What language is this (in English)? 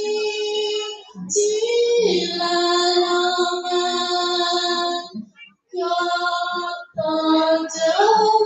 Balinese